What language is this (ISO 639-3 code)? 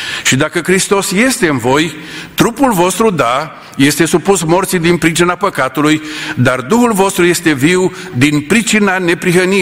ron